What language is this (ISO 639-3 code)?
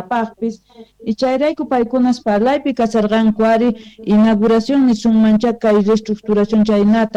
quh